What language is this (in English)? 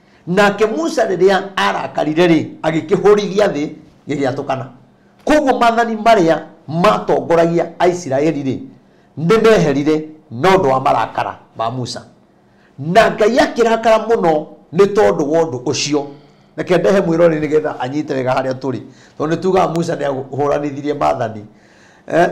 Kikuyu